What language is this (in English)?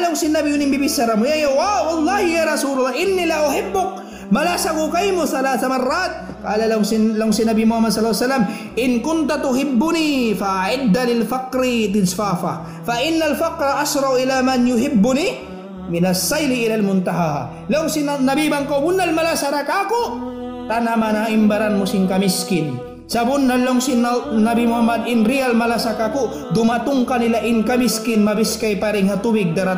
Tausug